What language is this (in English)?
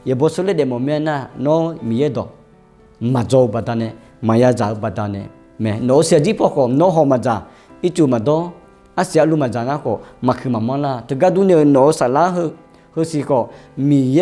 Akha